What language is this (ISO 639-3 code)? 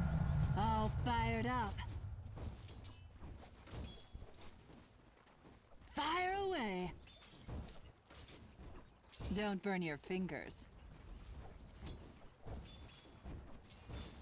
hun